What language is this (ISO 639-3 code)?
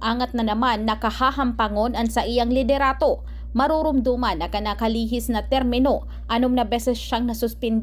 bik